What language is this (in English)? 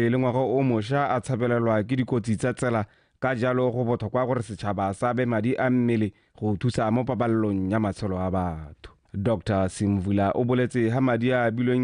Tswana